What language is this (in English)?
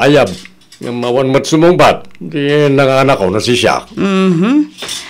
Iloko